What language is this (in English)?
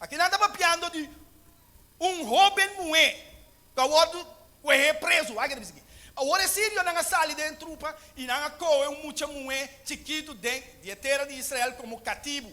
Papiamento